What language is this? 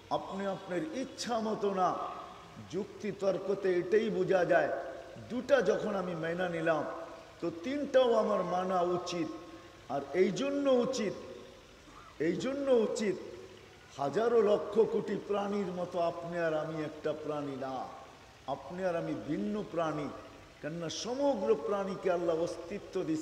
Bangla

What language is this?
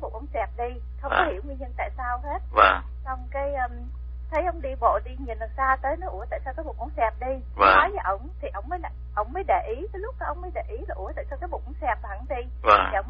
Vietnamese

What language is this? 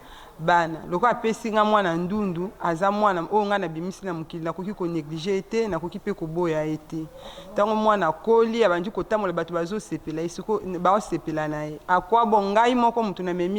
Lingala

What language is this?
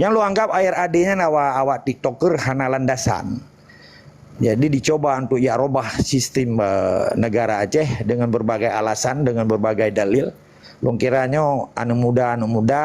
Achinese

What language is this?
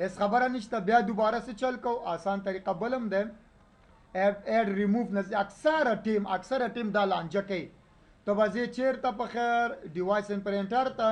Pashto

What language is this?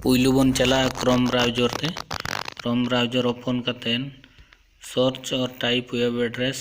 Santali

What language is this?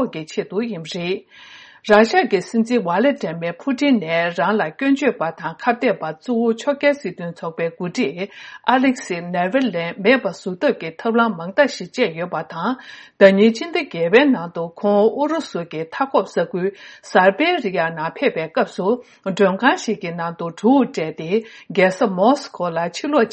Tibetan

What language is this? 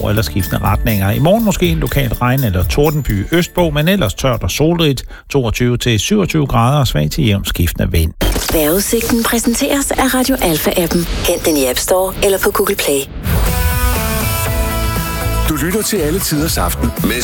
Danish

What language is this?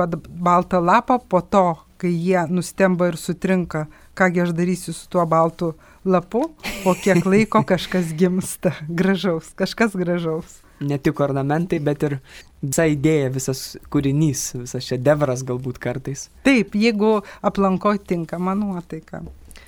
Lithuanian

